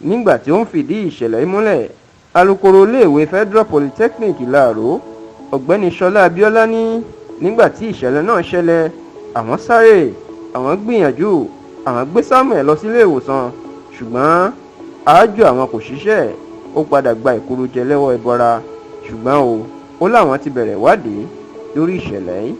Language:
Yoruba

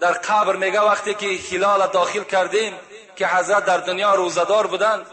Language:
Tajik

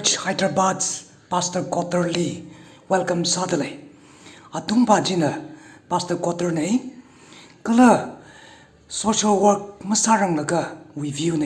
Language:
Tangkhul Naga (India)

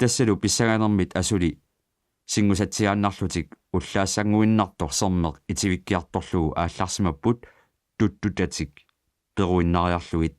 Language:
Kalaallisut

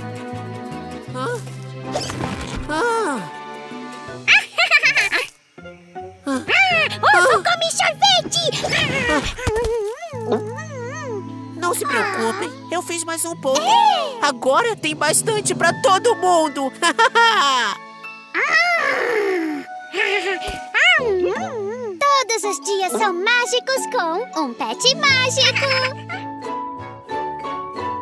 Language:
Portuguese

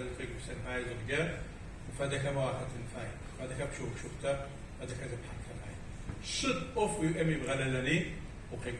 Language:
Adyghe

